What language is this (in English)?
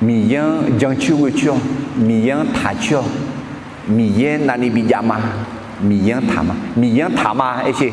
Akha